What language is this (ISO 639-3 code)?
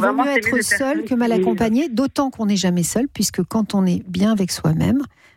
fra